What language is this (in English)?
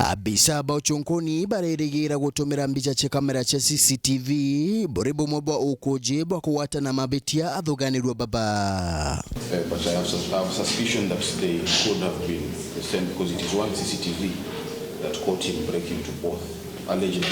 Meru